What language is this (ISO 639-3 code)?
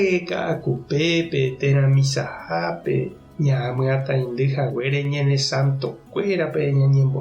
grn